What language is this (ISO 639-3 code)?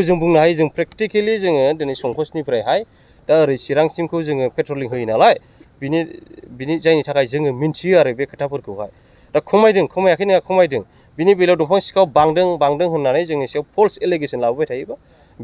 brx